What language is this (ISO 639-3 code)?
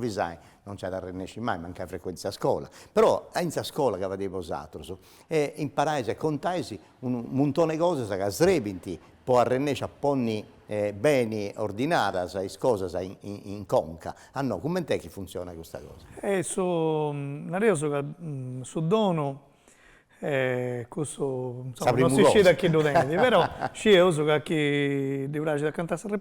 srd